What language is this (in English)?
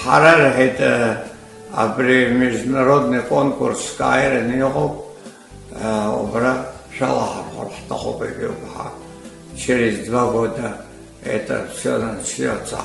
Abkhazian